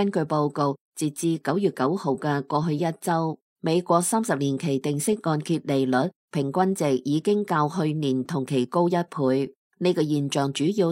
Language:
Cantonese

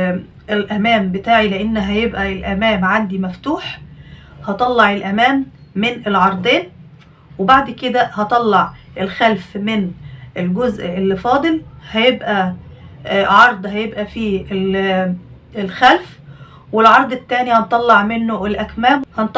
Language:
Egyptian Arabic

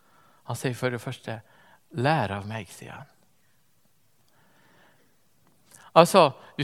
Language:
Norwegian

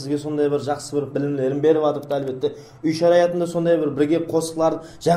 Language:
Kara-Kalpak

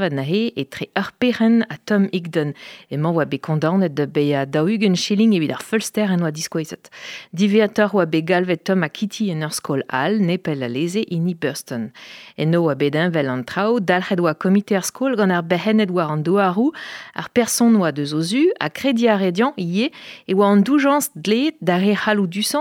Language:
Breton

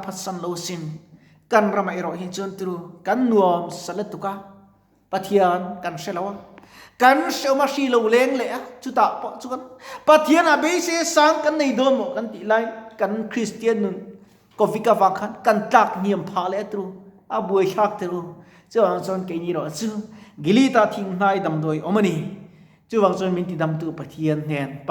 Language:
Mizo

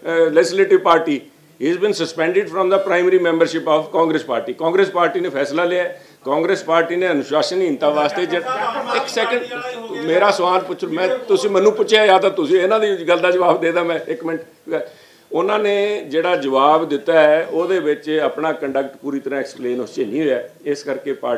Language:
Punjabi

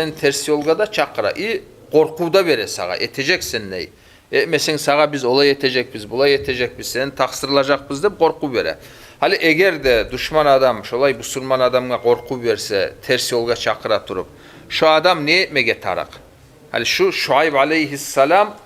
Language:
Kumyk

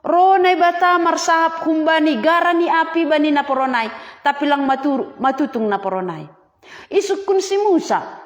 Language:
Batak Simalungun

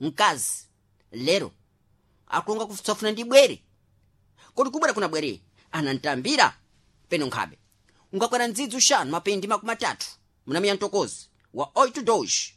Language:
Sena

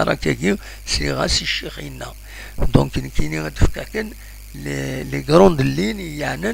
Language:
Kabyle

